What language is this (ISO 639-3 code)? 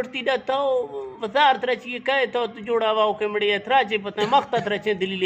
bgp